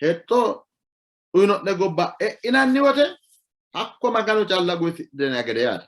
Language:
Sidamo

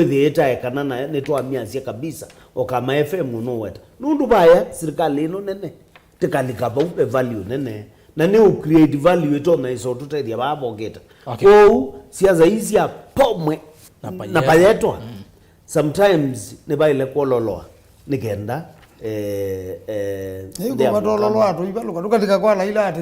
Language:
Kamba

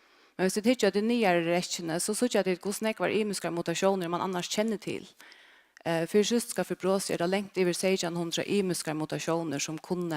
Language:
Faroese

